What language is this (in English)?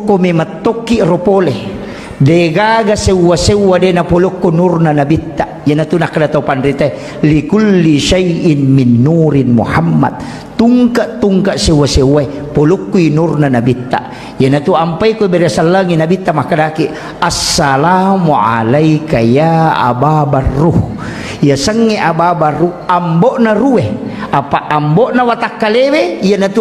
Buginese